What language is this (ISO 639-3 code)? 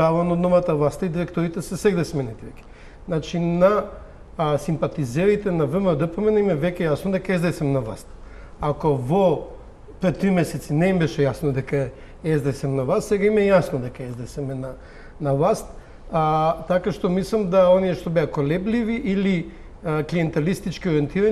mkd